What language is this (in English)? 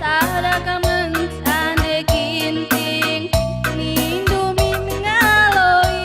Batak Karo